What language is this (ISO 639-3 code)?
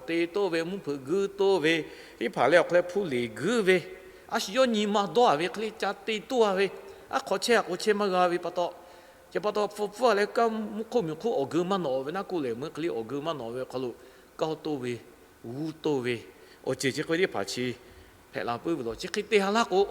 lhu